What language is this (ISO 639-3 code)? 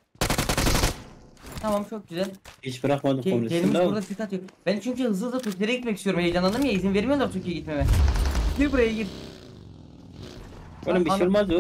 tur